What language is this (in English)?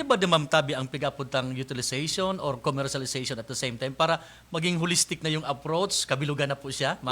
Bikol